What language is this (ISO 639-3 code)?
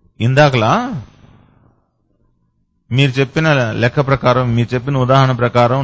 tel